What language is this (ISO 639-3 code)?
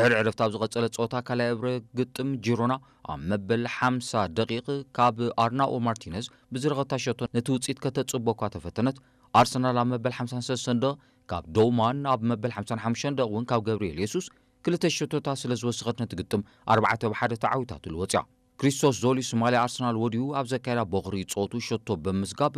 tir